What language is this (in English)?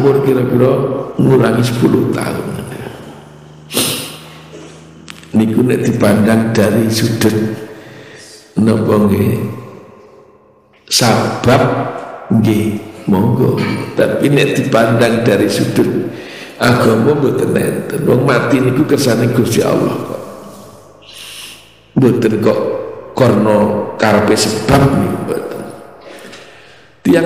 Javanese